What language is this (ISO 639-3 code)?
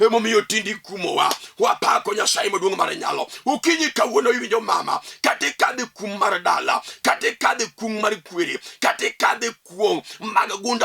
luo